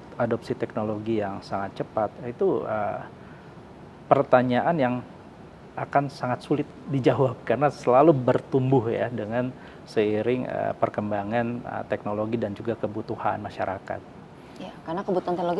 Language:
Indonesian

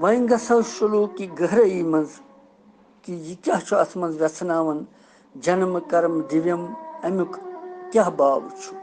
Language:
Kashmiri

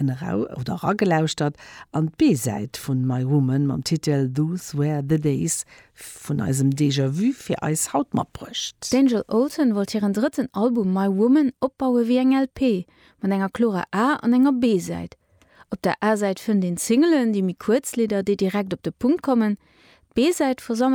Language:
Luxembourgish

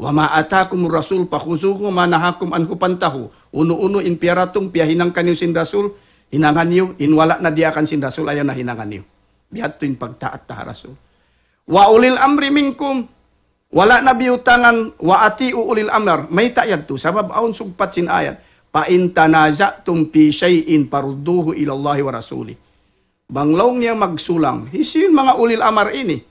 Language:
Tausug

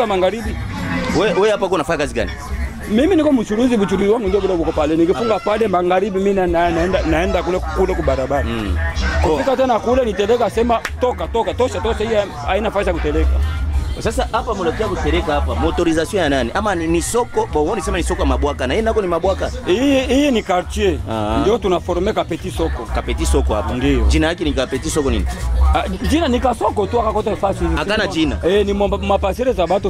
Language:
Swahili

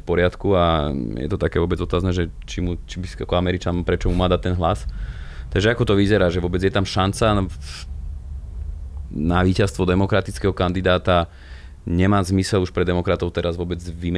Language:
Slovak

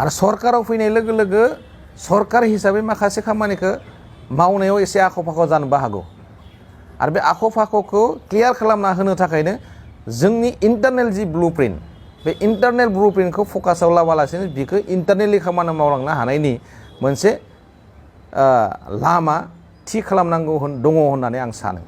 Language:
Bodo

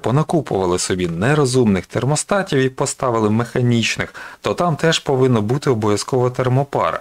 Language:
Ukrainian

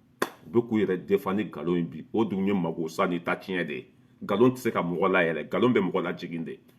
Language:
Bambara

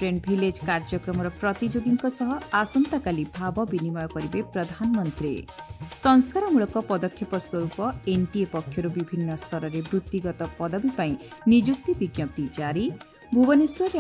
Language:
Odia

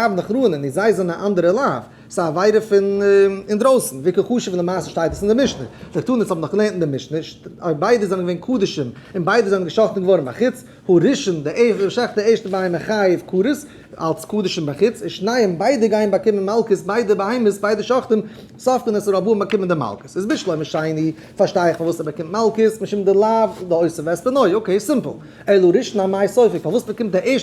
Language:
Yiddish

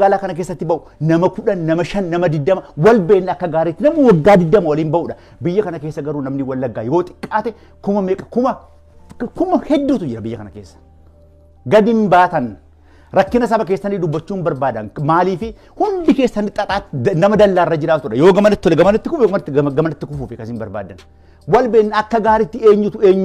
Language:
Oromo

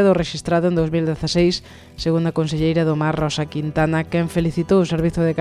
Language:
Galician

